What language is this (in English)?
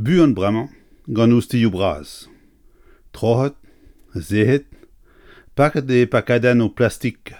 Breton